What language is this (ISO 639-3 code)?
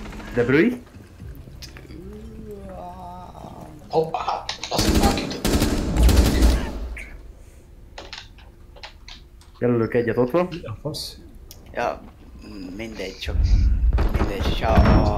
hun